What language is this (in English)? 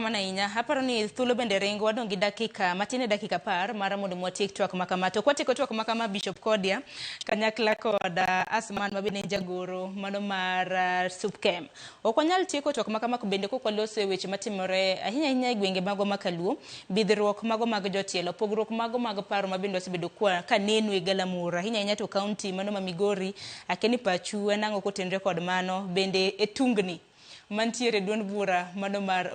Luo (Kenya and Tanzania)